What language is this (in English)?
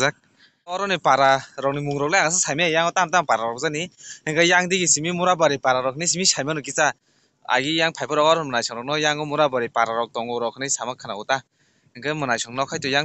Kok Borok